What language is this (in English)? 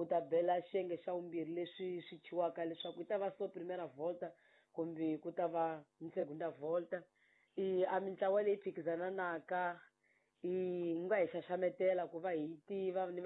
Tsonga